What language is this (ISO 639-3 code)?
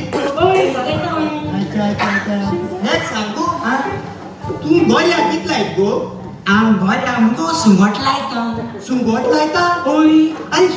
kok